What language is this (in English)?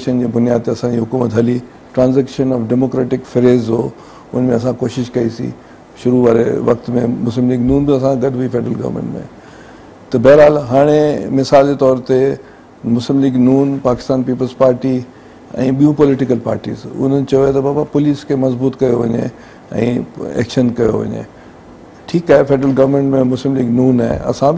Sindhi